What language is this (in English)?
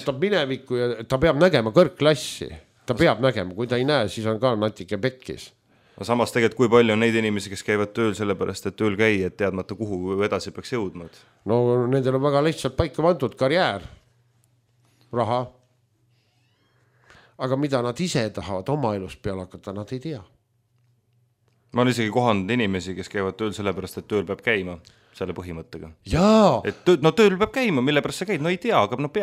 Estonian